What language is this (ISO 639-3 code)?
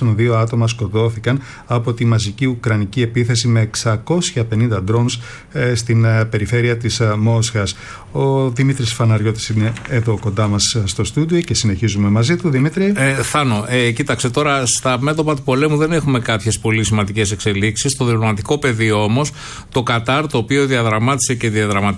ell